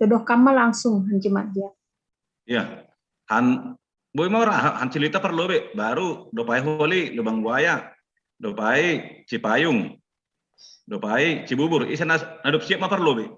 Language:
Batak Simalungun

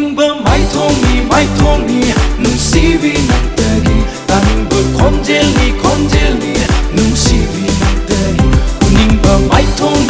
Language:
Manipuri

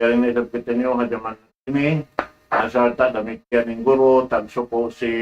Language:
Tausug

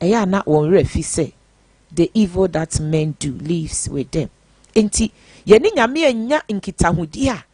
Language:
Akan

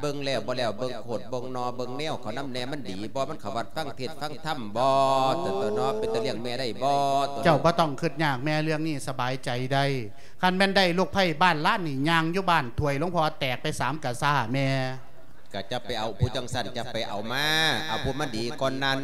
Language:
Lao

